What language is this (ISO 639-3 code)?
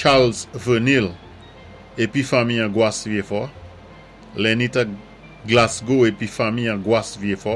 acf